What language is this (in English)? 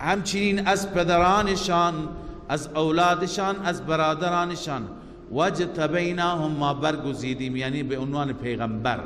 Persian